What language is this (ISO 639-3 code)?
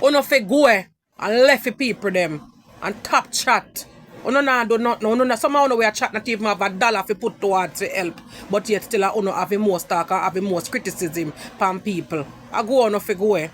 jam